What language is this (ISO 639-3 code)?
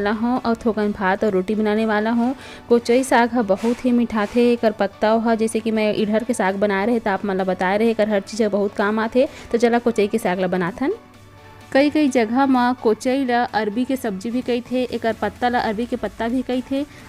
hne